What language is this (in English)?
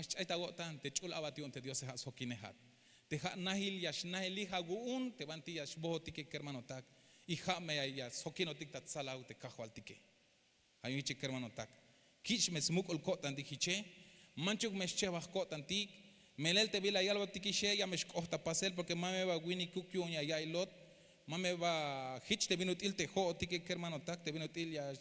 Tzeltal